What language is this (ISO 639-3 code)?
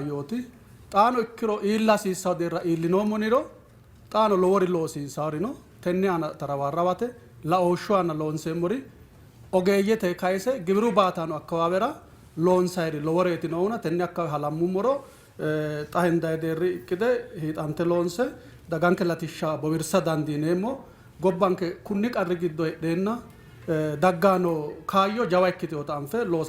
sid